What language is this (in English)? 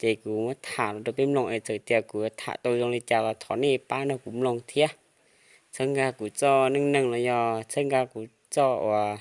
Hmong